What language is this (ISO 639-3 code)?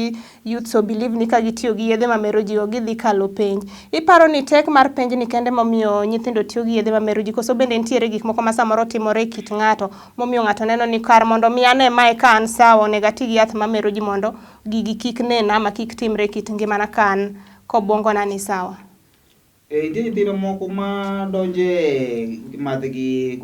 luo